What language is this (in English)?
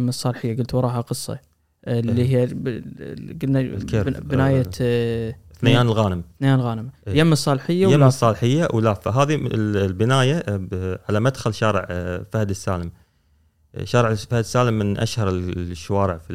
Gulf Arabic